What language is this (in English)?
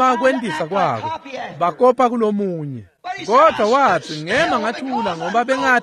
Swati